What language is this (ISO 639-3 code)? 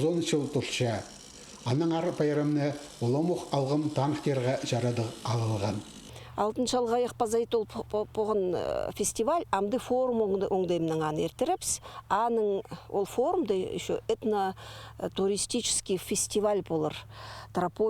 kjh